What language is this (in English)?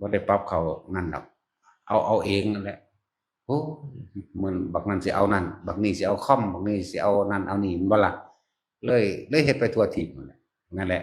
Northeastern Thai